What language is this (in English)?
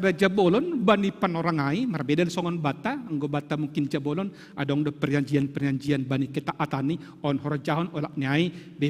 Batak Simalungun